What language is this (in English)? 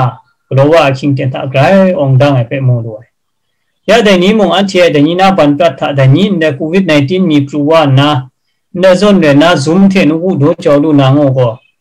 Kachin